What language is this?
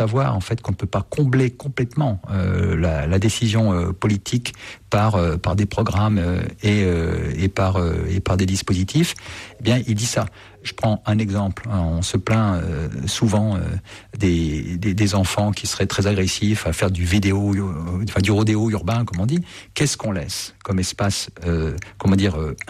French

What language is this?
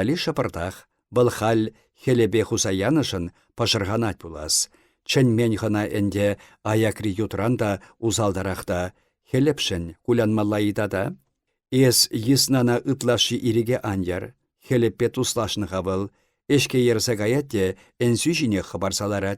Chuvash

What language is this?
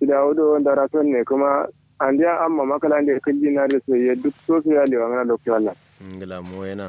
Kanuri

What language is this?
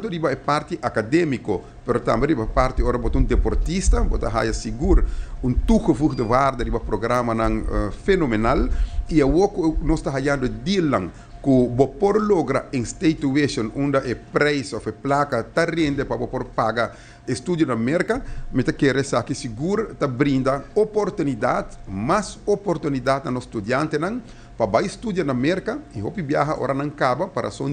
Papiamento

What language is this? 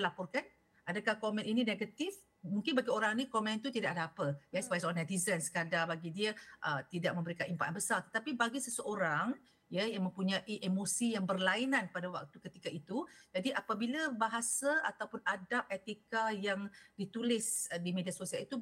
Malay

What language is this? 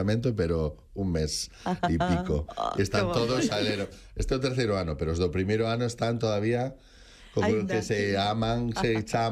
Galician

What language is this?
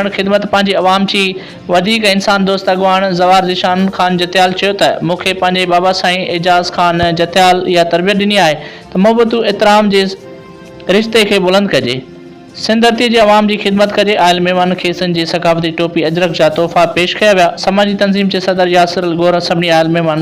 Sindhi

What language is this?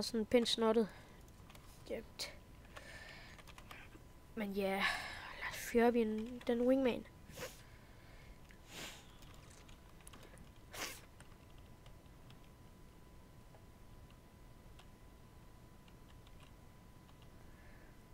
Danish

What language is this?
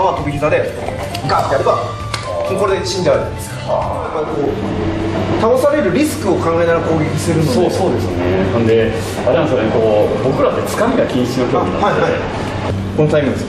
Japanese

